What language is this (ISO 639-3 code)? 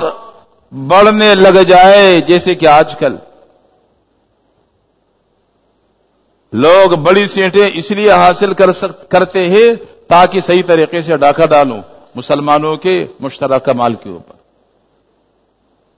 urd